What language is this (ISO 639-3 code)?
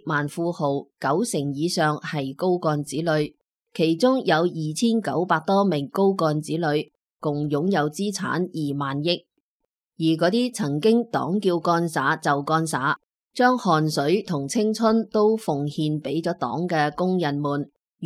yue